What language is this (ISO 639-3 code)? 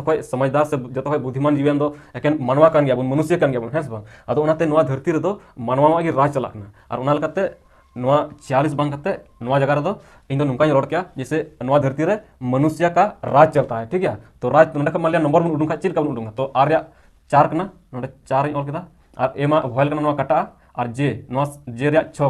sat